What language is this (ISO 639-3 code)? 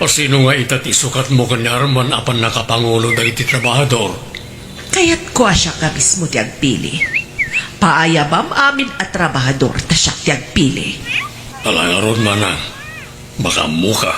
ilo